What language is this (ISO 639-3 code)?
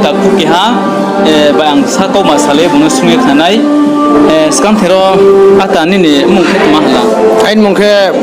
ria